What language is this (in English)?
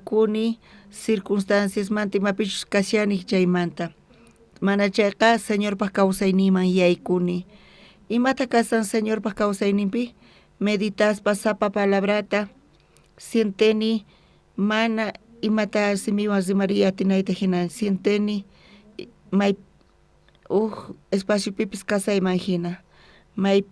South Bolivian Quechua